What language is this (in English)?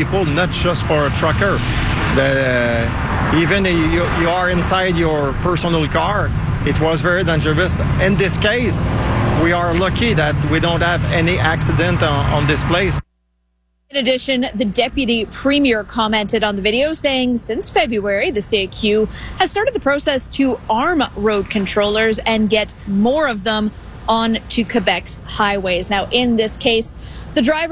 English